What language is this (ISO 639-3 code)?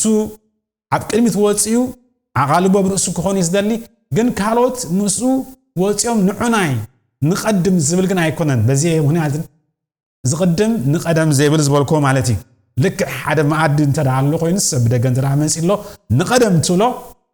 tir